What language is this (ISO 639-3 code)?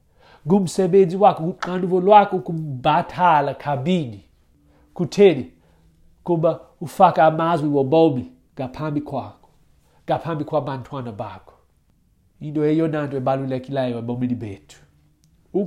xho